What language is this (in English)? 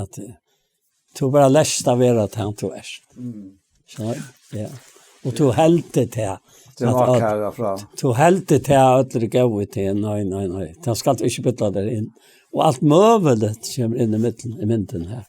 Faroese